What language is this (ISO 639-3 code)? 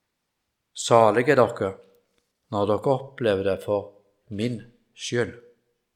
nor